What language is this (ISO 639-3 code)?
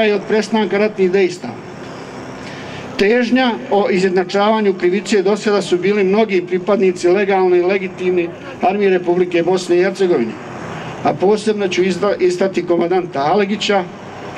bos